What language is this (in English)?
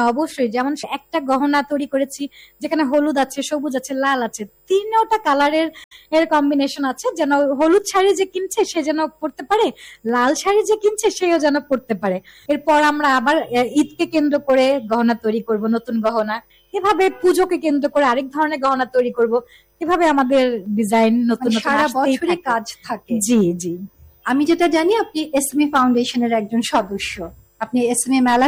Bangla